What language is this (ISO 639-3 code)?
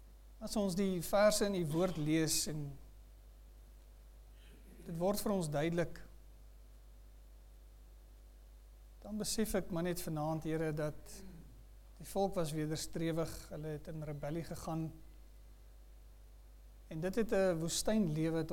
afr